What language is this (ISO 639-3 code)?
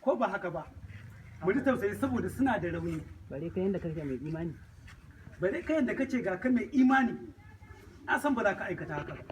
hau